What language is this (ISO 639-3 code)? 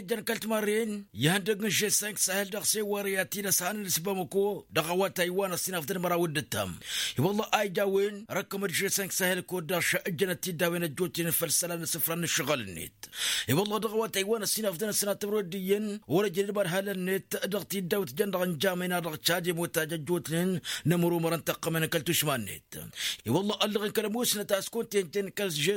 taq